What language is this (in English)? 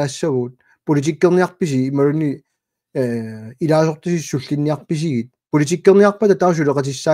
Kalaallisut